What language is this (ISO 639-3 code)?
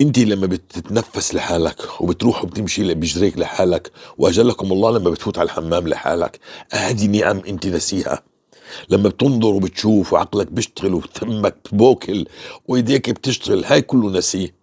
apc